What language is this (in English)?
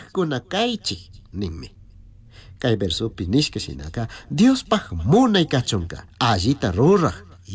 Chimborazo Highland Quichua